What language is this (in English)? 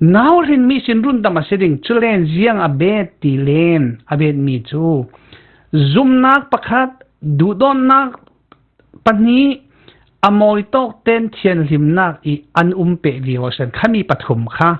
Falam Chin